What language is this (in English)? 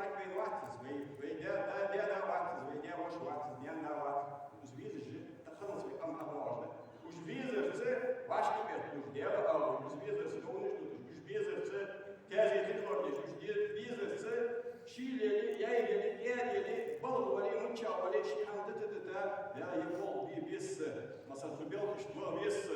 Ingush